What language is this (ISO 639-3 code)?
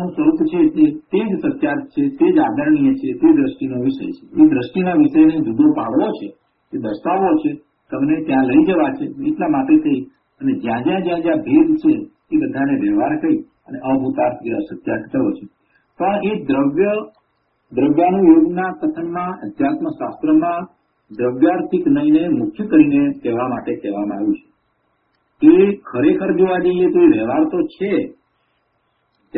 guj